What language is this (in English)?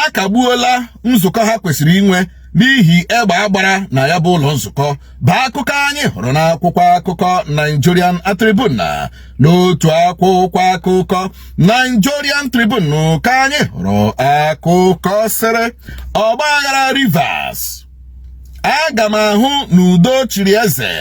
Igbo